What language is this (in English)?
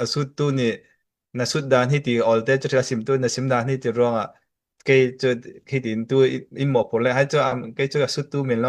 Falam Chin